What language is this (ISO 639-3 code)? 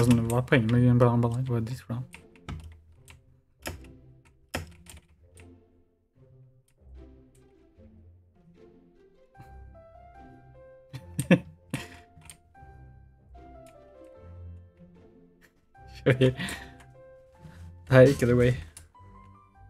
nor